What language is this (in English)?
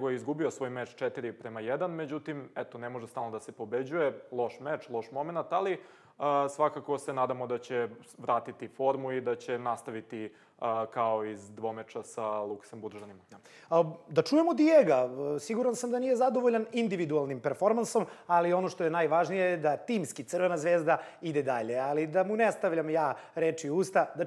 Serbian